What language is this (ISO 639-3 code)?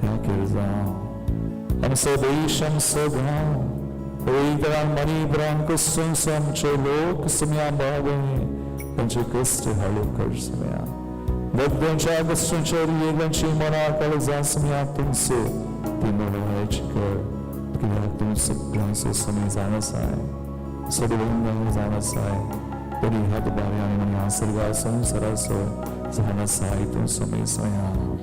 kok